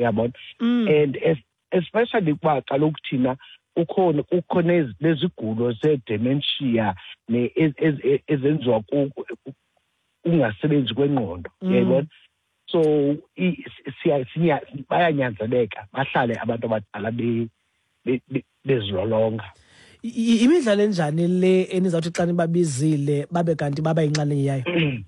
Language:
Xhosa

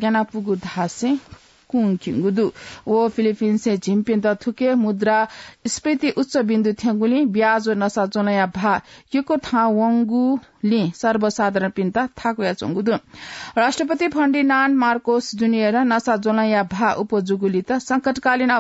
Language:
Newari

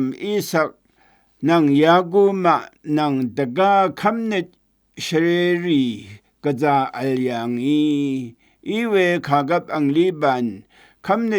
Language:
Rawang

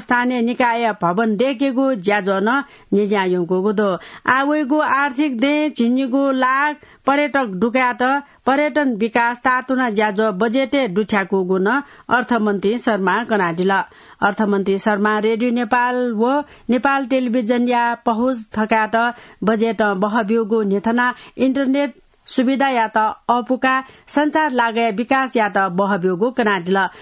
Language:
Newari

